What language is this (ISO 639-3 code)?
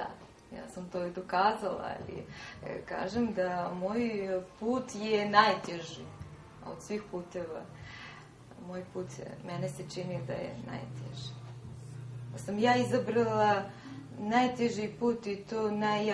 srp